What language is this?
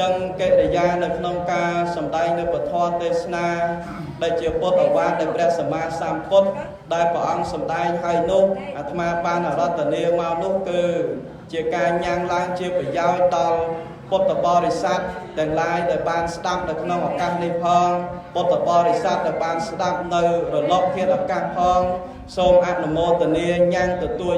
Khmer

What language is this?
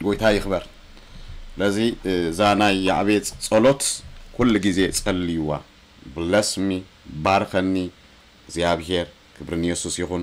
Tigrinya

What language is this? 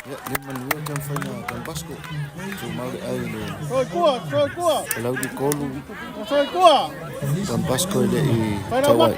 Samoan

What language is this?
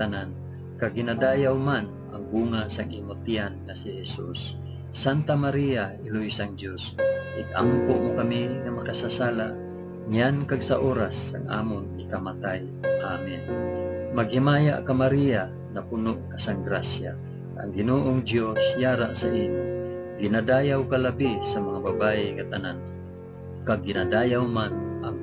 Hiligaynon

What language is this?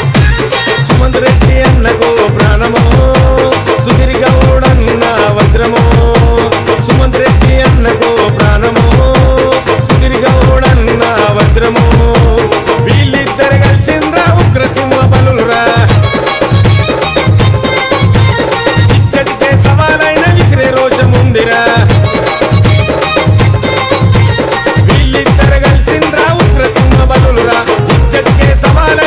Telugu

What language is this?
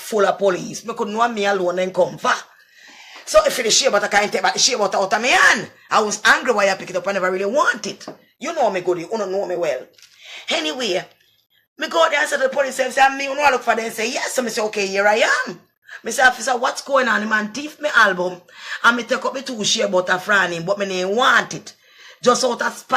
Jamaican Creole English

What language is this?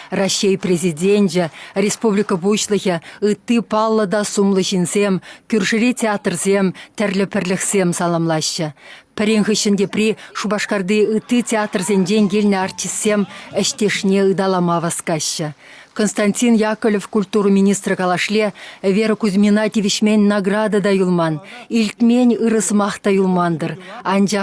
Chuvash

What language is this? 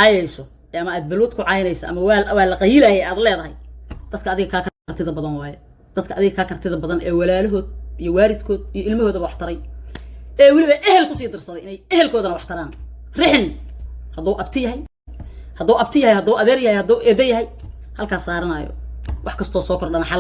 Somali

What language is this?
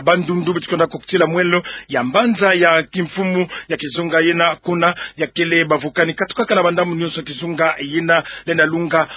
Kituba (Democratic Republic of Congo)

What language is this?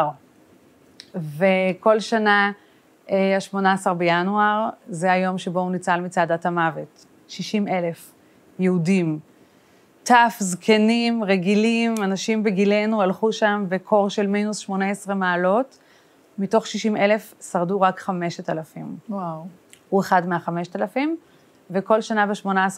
Hebrew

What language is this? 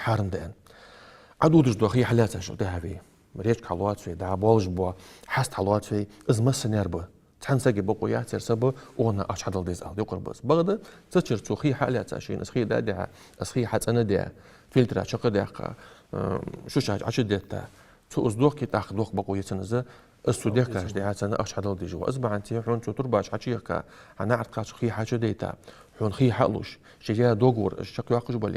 Ingush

